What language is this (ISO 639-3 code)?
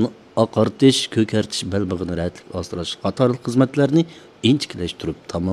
uig